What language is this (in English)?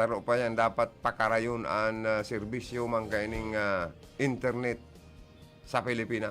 Bikol